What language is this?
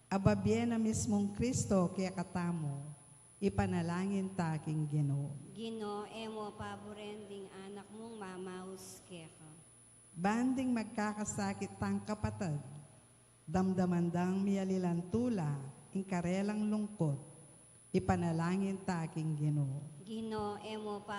Pampanga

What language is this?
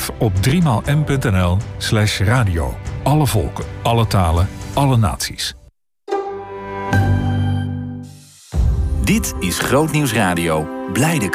Dutch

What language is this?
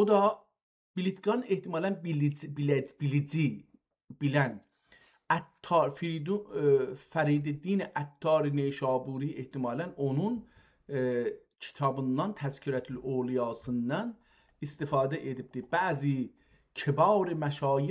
South Azerbaijani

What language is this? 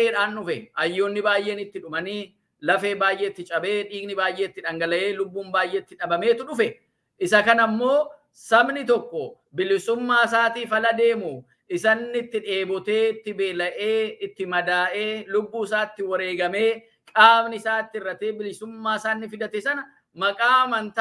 Oromo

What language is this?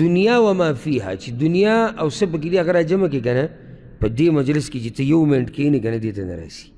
Pashto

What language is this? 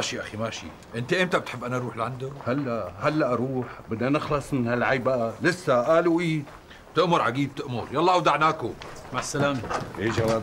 North Levantine Arabic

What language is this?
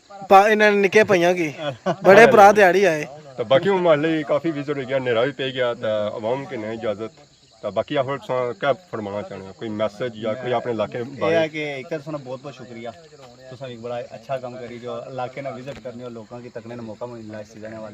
Pahari-Potwari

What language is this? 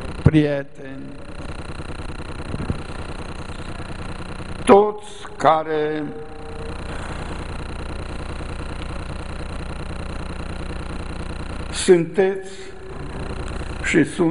Romanian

